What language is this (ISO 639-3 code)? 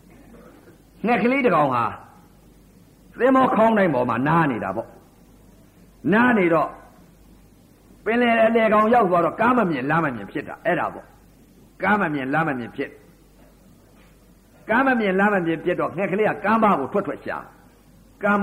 mya